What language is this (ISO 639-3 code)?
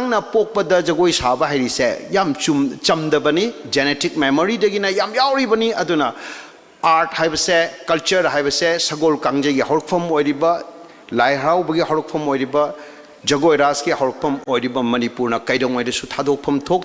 mni